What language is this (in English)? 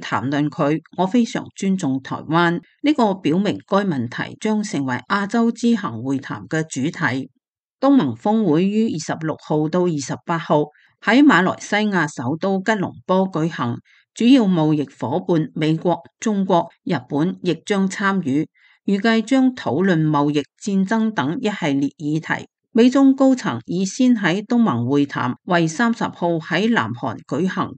Cantonese